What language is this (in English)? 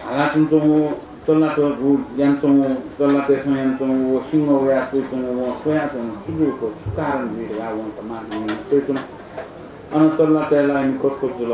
Newari